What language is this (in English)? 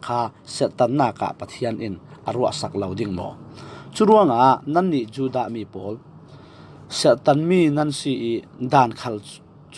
Falam Chin